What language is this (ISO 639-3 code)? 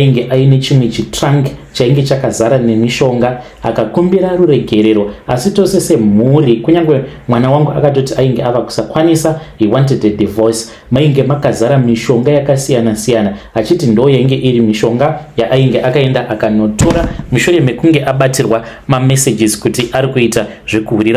sna